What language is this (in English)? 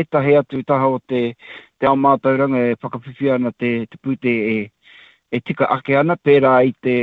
Māori